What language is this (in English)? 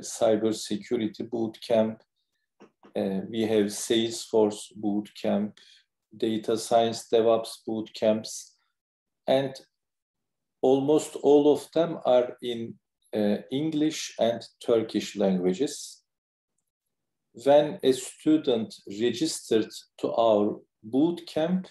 English